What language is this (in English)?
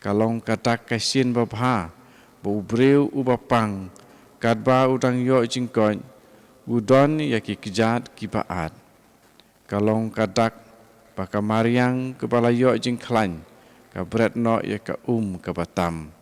Khasi